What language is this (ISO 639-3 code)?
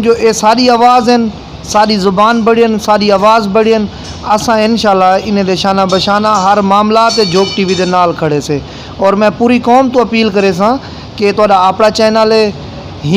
skr